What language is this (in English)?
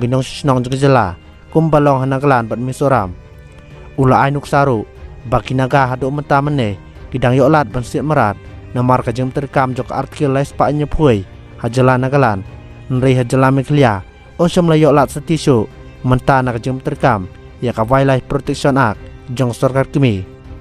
Khasi